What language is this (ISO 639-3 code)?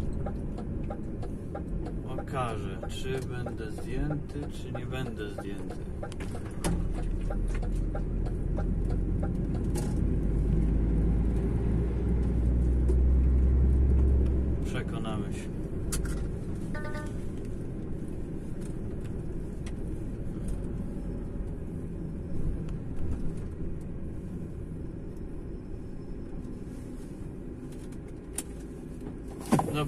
pol